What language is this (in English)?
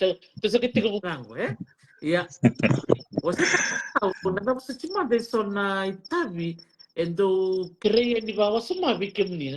Fijian